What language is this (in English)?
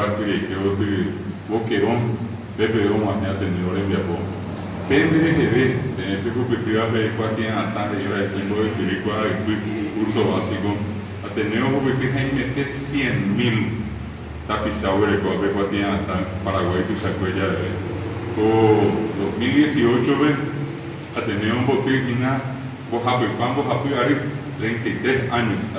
Guarani